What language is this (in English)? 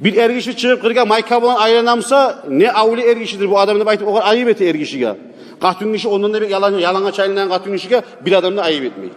Kumyk